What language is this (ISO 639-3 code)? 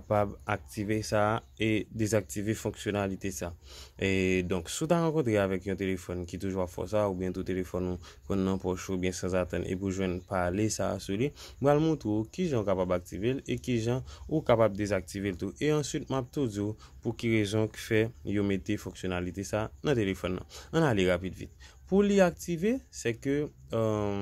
hat